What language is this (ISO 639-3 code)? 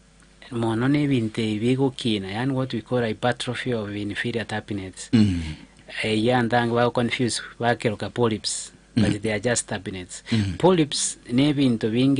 guz